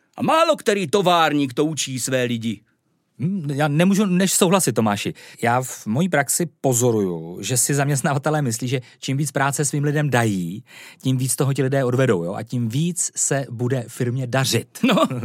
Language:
Czech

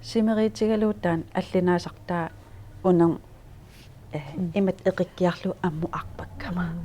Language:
Kalaallisut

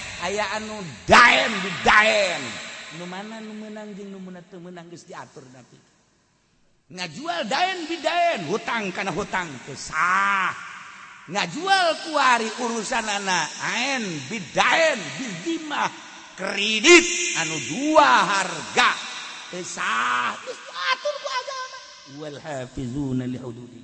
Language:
Sundanese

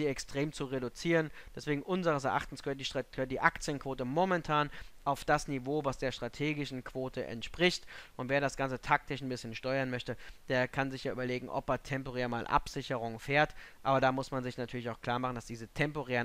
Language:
German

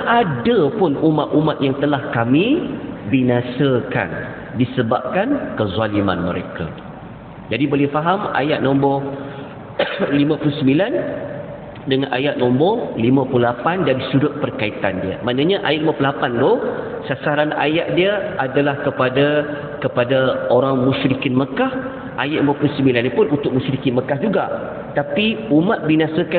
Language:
Malay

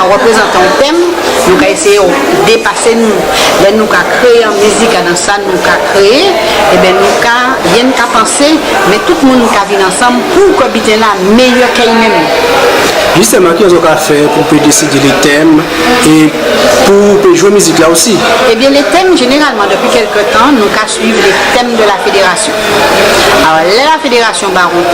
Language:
Guadeloupean Creole French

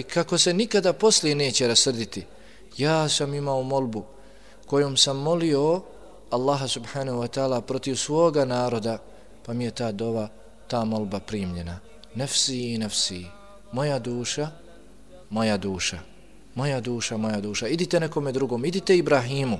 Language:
Bosnian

